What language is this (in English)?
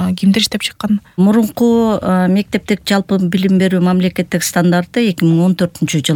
Kyrgyz